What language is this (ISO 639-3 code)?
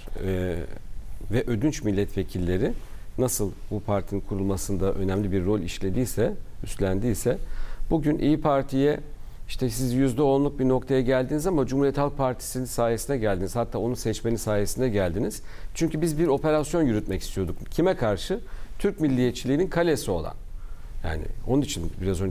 tur